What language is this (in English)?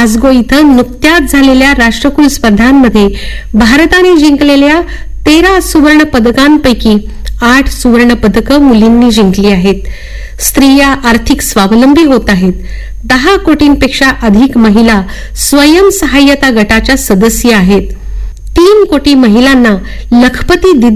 Marathi